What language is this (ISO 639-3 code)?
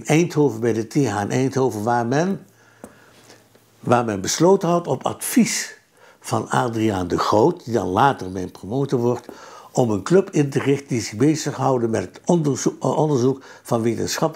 nld